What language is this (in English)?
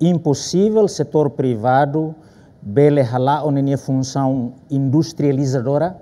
Tetum